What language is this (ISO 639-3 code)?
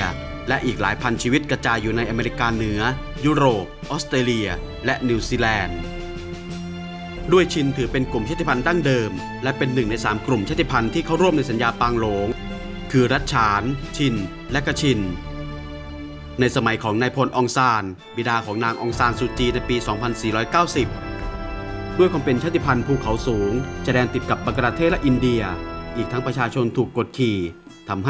tha